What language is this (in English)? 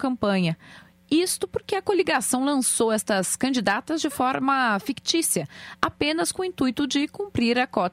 Portuguese